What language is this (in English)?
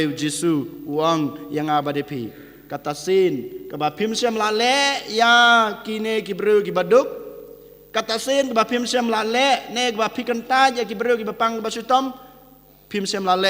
Khasi